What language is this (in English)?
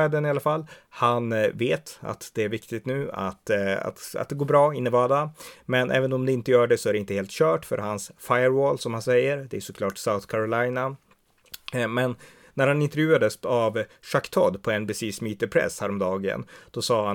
Swedish